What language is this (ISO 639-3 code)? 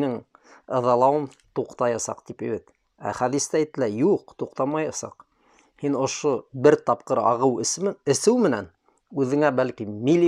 bak